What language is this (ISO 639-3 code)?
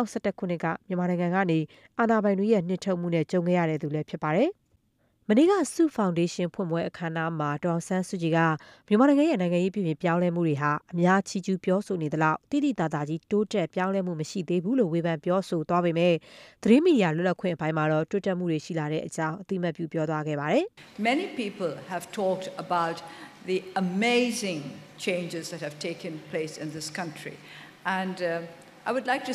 mya